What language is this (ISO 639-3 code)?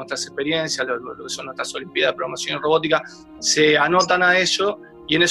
spa